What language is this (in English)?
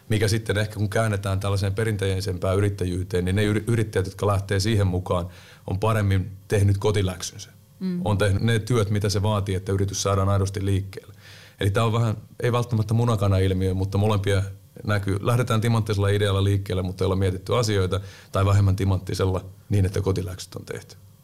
Finnish